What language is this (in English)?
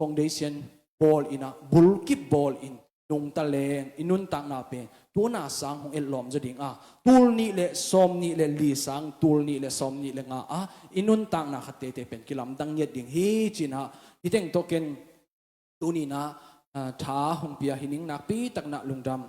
Tedim Chin